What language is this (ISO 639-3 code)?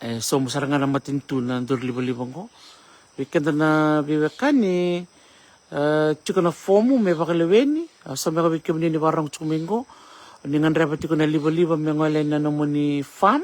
fij